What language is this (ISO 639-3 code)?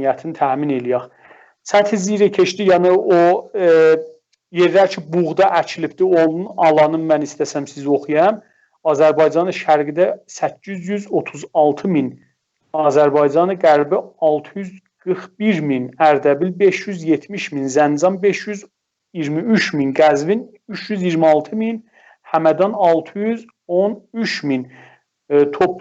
azb